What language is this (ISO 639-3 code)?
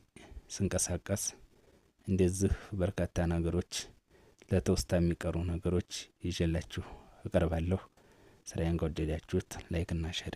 amh